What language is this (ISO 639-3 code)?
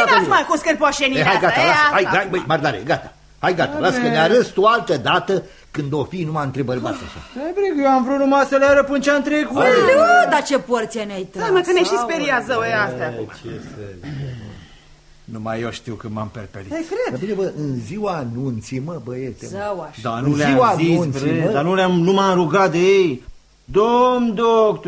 ron